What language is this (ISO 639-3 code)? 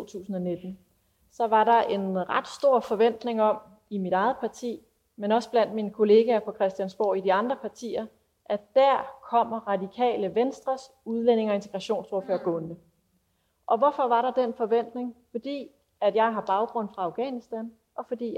dan